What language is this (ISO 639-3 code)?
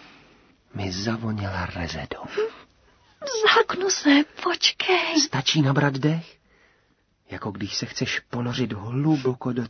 ces